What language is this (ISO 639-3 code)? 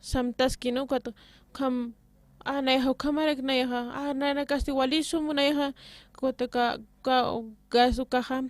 aym